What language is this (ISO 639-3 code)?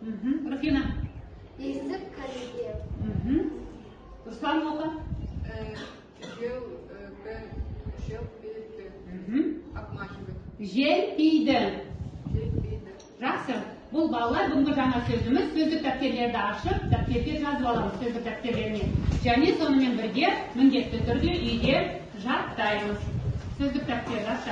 kaz